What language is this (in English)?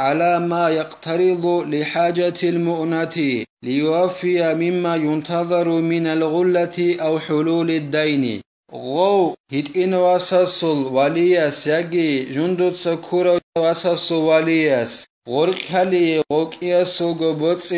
Avaric